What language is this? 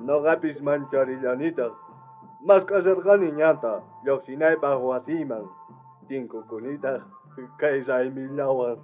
South Bolivian Quechua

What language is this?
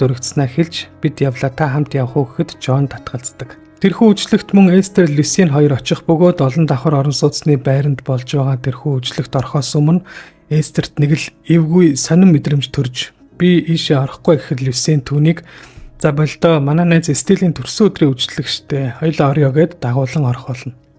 Mongolian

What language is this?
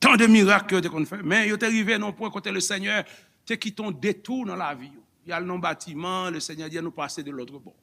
Haitian Creole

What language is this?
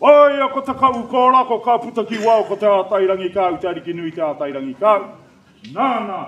Māori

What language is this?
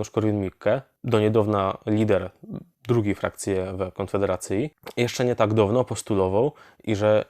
Silesian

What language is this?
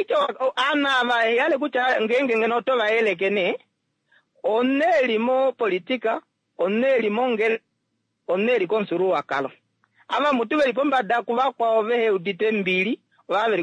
Kuanyama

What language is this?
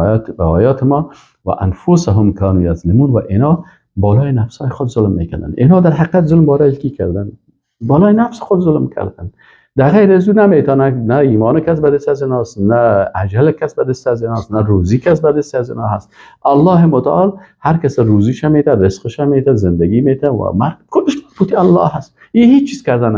Persian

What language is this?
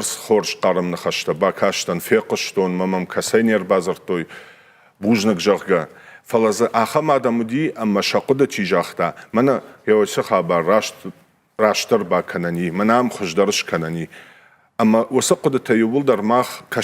Ossetic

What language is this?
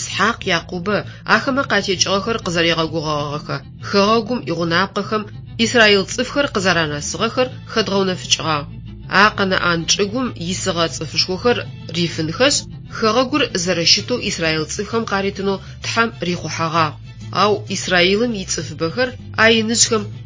Adyghe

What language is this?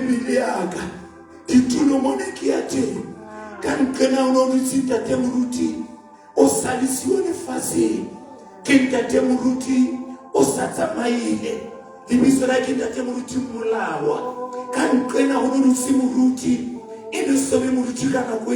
Southern Sotho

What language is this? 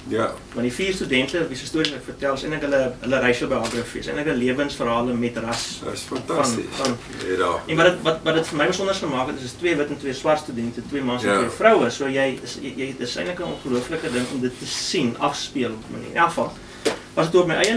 Afrikaans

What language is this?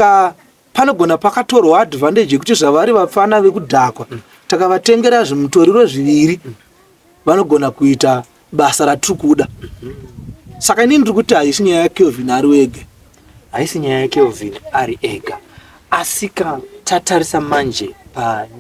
Shona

